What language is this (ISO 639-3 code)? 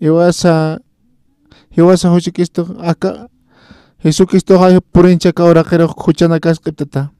aym